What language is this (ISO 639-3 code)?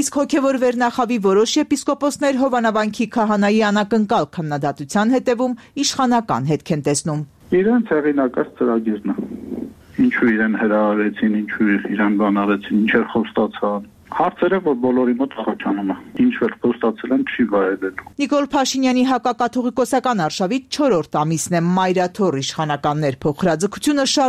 hye